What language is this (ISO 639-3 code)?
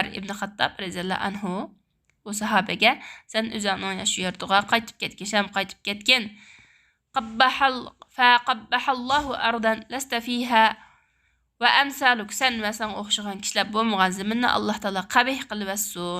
uig